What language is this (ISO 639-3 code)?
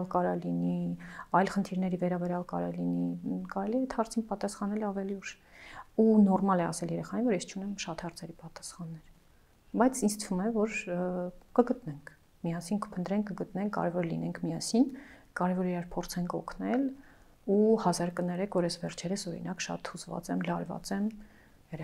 hye